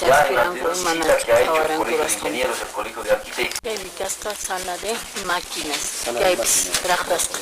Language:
Quechua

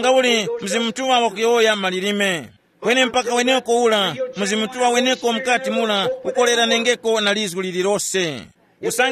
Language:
Tumbuka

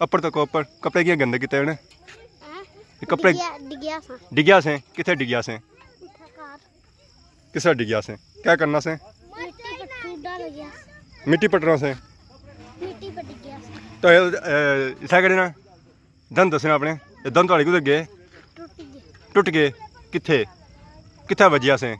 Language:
Pahari-Potwari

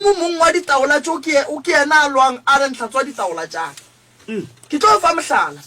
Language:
Northern Sotho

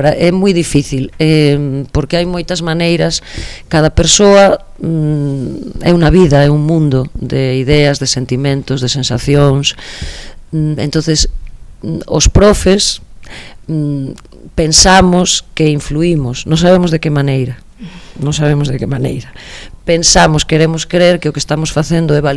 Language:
Galician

